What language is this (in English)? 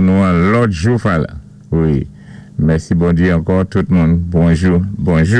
Saint Lucian Creole French